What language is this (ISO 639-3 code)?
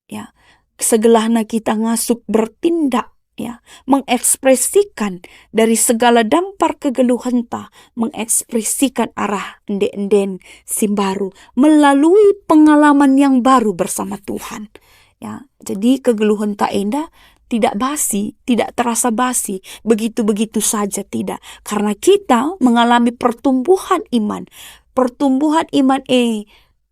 btx